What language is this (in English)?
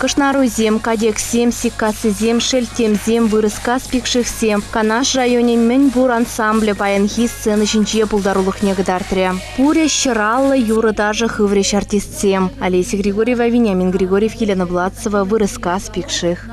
Chuvash